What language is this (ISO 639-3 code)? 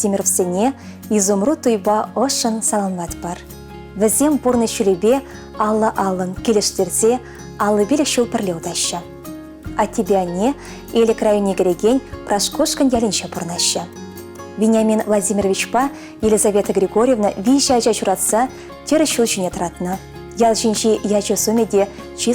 chv